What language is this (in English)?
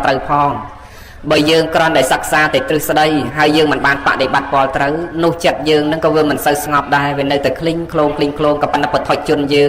Khmer